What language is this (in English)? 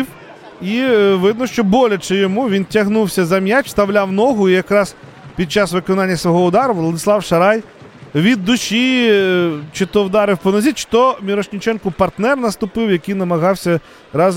Ukrainian